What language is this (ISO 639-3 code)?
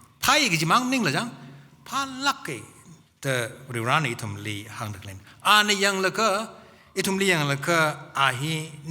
nmf